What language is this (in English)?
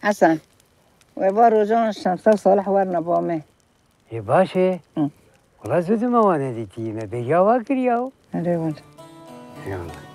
Kurdish